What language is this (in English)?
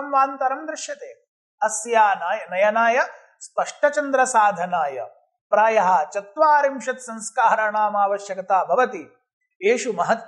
Sanskrit